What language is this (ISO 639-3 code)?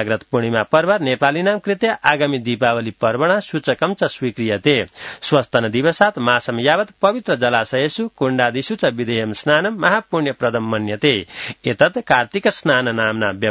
san